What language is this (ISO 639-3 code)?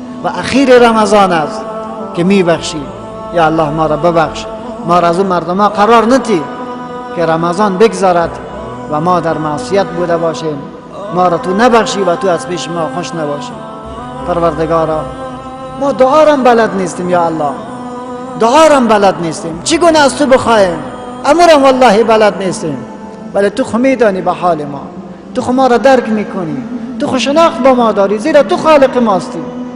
fas